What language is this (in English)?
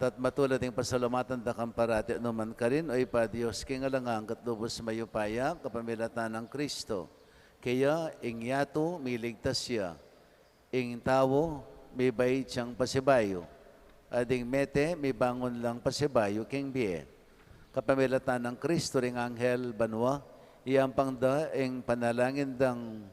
Pampanga